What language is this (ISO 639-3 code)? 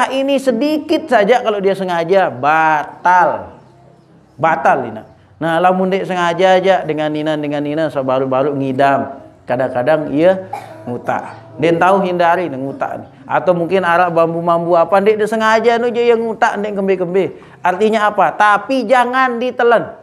sas